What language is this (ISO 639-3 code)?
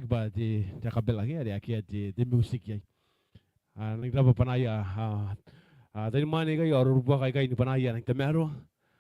gil